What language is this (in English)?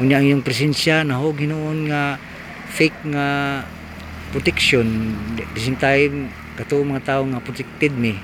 Cebuano